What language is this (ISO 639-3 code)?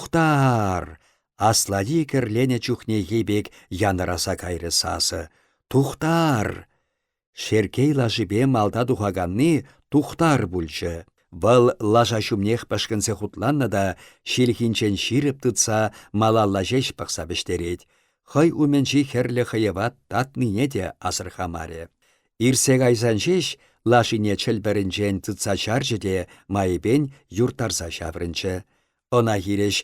chv